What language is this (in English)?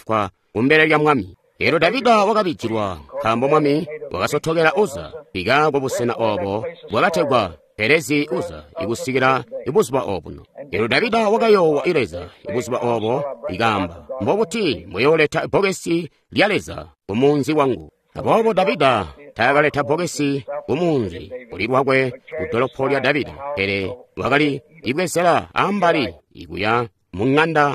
Tonga (Zambia)